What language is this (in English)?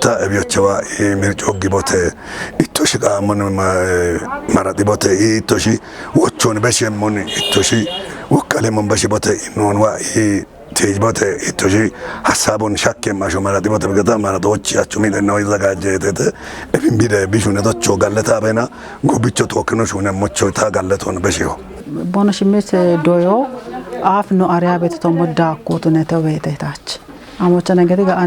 Kafa